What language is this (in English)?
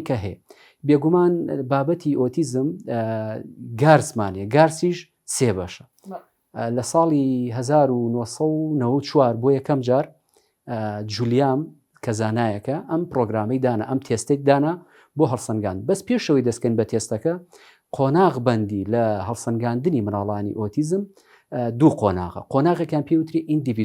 Central Kurdish